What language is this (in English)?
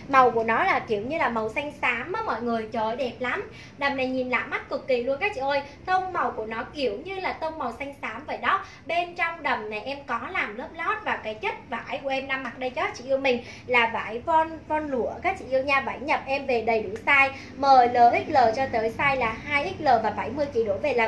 Vietnamese